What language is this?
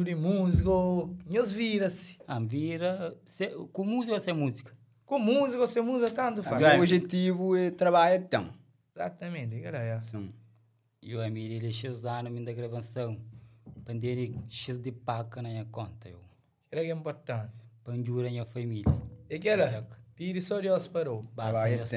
Kabuverdianu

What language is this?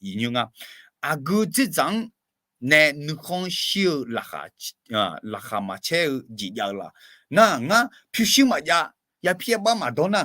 Akha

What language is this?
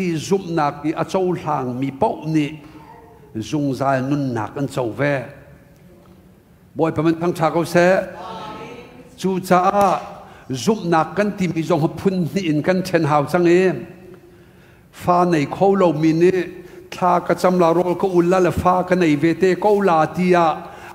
Thai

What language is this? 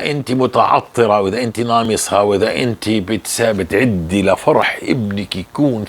North Levantine Arabic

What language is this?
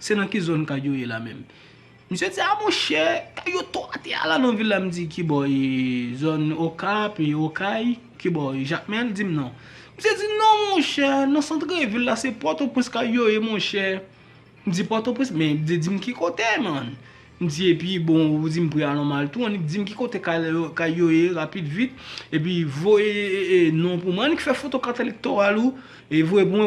Haitian Creole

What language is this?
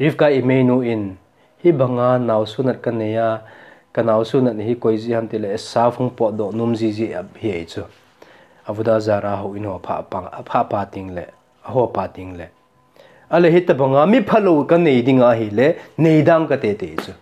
Thado Chin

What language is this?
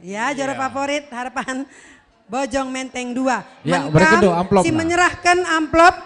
Batak Karo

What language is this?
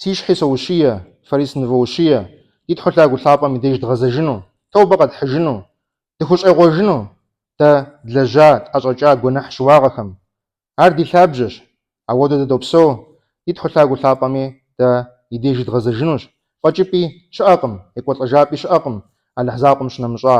Kabardian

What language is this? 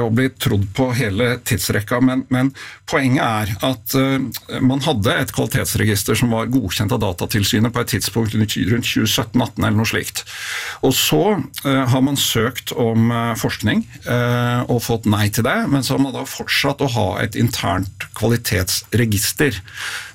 Norwegian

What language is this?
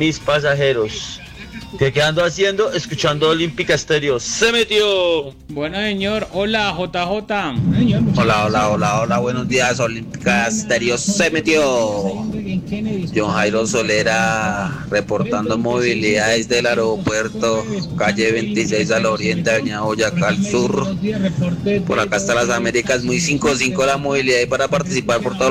Spanish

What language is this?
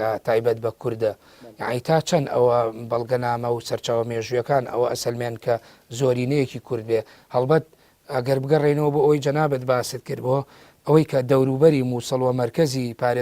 Central Kurdish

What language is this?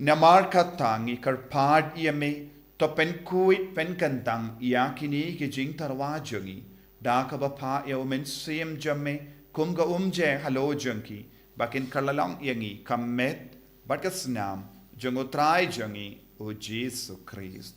Khasi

